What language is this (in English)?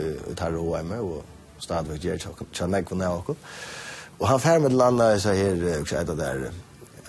Faroese